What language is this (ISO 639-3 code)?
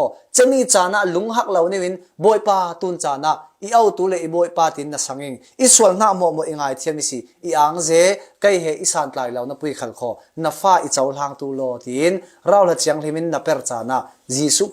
cfm